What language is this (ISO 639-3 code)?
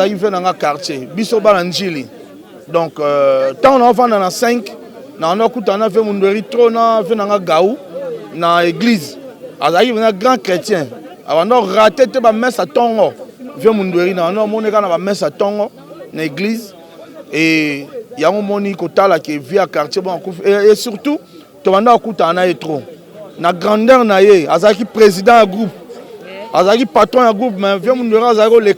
lin